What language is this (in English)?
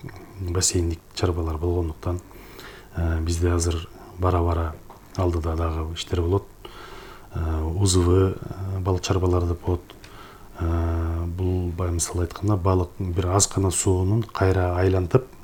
Kyrgyz